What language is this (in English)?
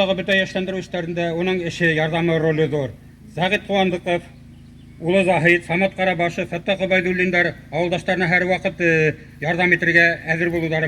Bashkir